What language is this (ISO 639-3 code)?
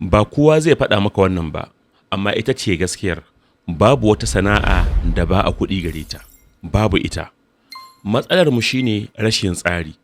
hau